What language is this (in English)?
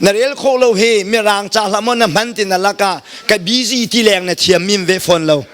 Hakha Chin